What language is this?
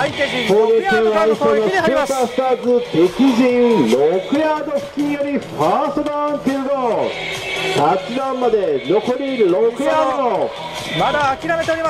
Japanese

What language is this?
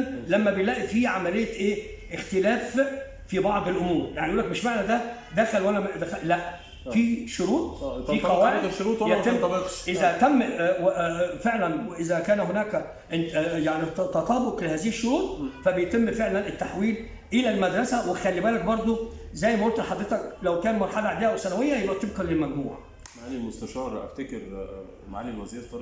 Egyptian Arabic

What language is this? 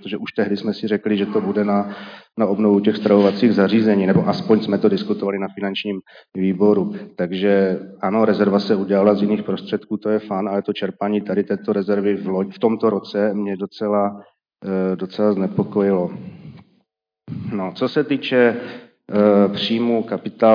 Czech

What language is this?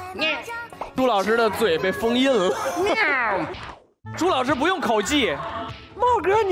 Chinese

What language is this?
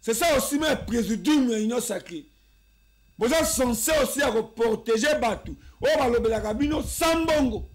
Lingala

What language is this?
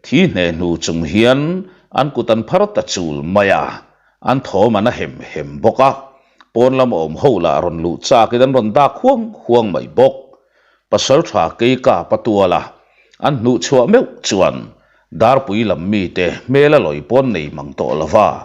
Mizo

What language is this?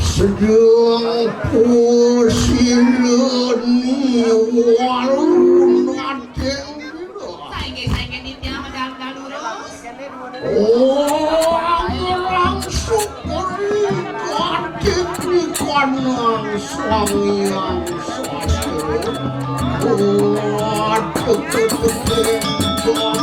Balinese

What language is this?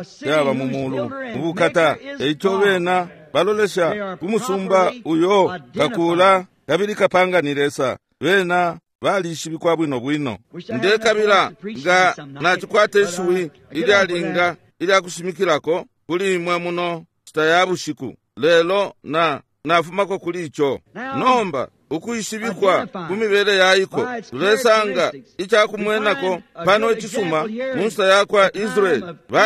Bemba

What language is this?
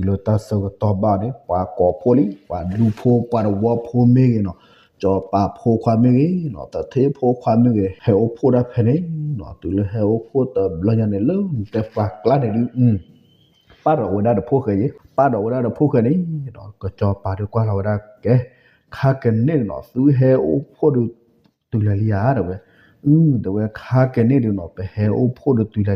S'gaw Karen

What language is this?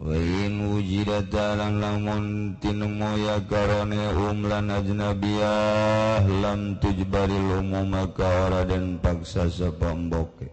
Sundanese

